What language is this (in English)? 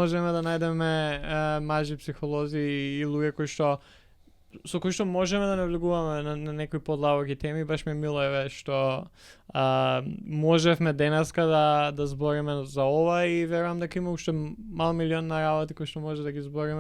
Macedonian